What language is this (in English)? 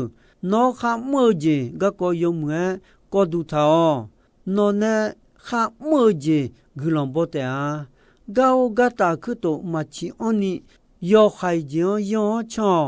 Akha